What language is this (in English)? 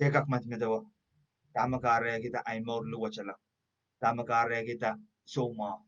Pohnpeian